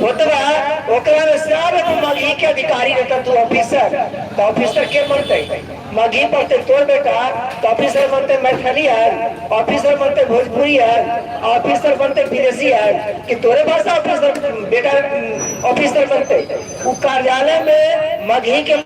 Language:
Magahi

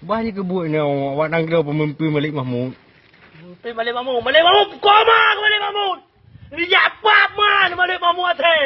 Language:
Achinese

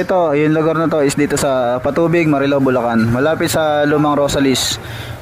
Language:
Filipino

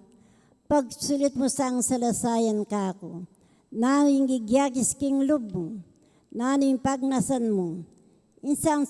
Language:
Pampanga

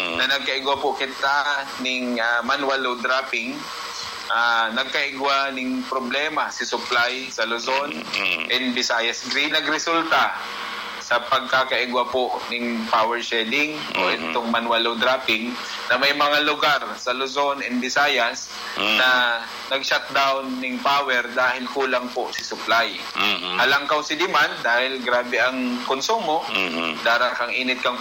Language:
Bikol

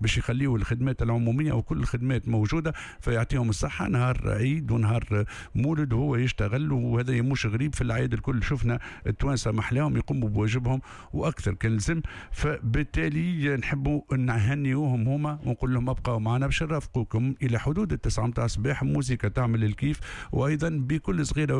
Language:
Tunisian Arabic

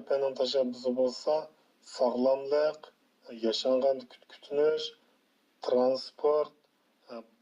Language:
Uyghur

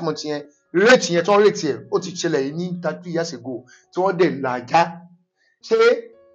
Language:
Yoruba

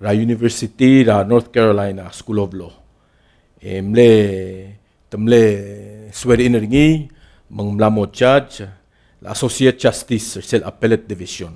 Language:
Palauan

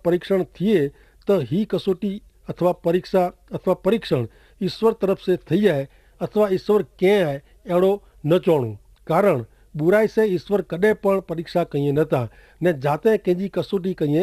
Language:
Kachhi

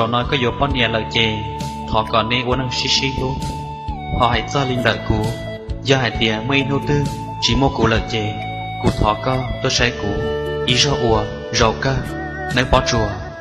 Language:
Hmong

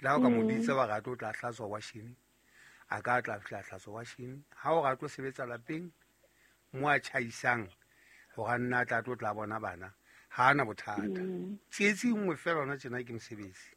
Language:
Southern Sotho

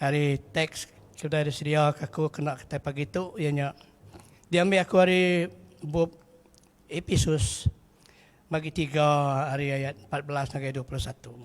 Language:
Iban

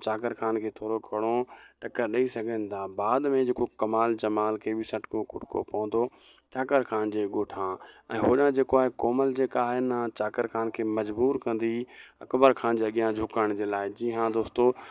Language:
Sindhi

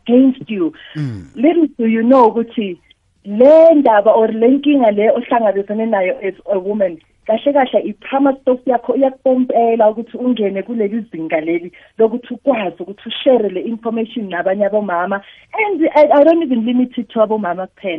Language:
South Ndebele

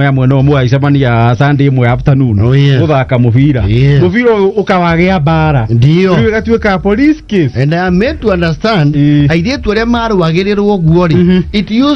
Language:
Kikuyu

